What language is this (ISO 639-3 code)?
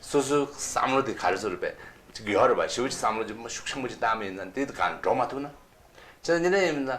bod